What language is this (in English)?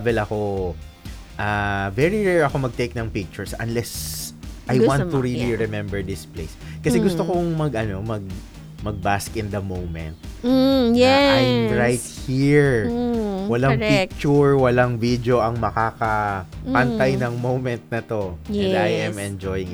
Filipino